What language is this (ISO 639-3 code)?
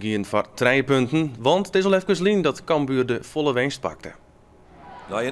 fry